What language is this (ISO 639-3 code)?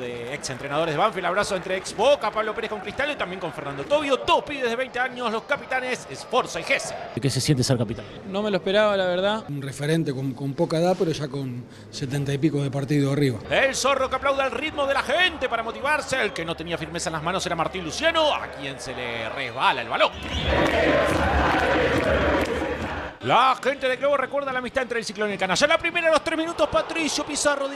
spa